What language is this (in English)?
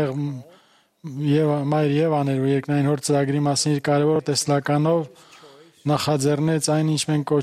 Armenian